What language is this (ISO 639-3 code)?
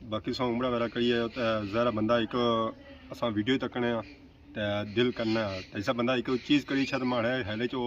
phr